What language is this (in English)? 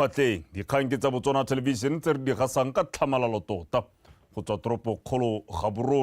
Tswana